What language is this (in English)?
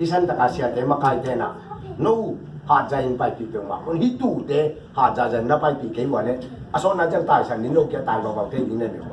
Tedim Chin